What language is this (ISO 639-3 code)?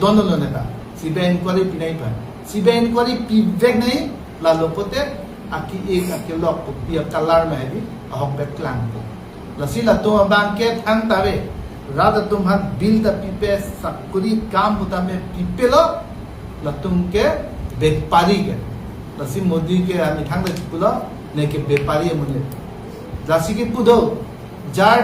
mjw